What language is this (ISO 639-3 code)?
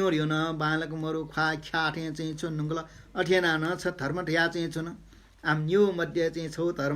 new